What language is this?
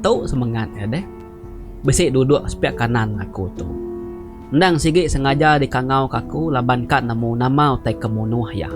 Iban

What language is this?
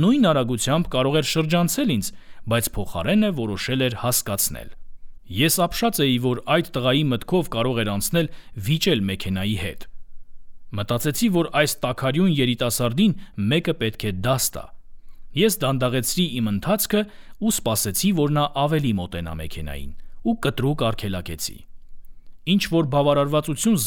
Armenian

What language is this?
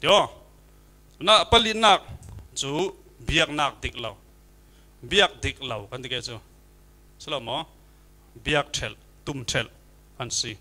Falam Chin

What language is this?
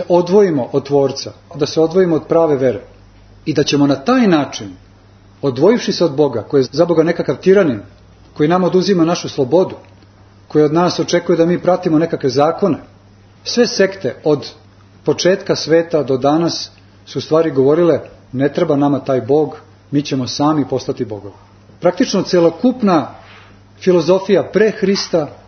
Serbian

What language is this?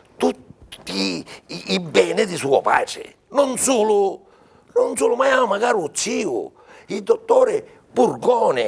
Sicilian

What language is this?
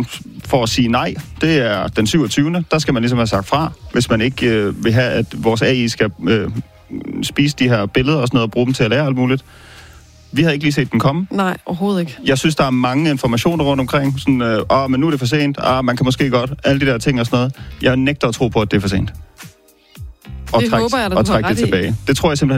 Danish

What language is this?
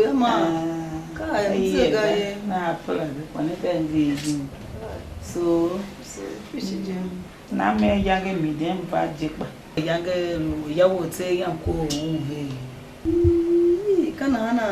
Tiv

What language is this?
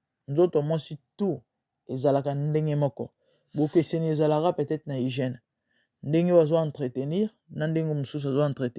Lingala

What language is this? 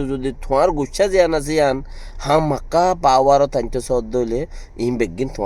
Rohingya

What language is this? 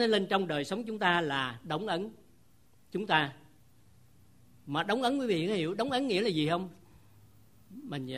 Vietnamese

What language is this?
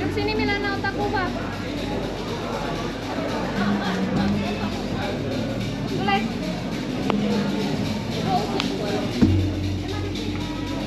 Finnish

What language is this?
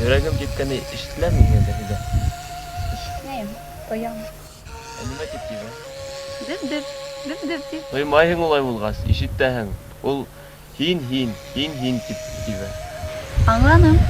Bashkir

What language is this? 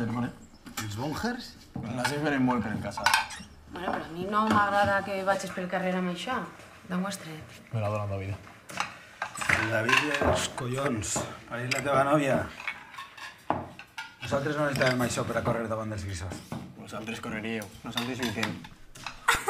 Catalan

